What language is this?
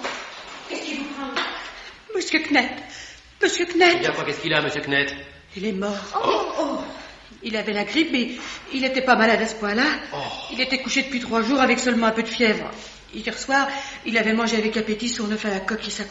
French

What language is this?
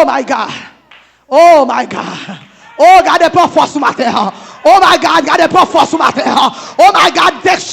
Haitian Creole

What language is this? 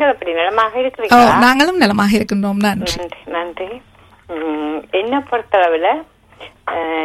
Tamil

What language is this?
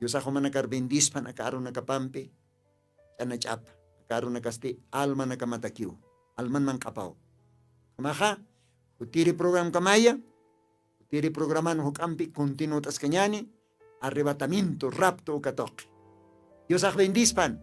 Aymara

